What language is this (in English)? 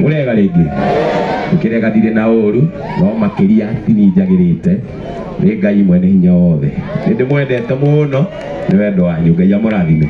Kikuyu